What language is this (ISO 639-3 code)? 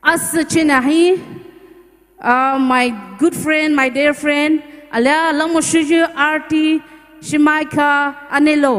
pmx